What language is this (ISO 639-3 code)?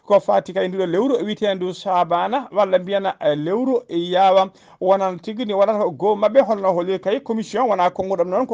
ful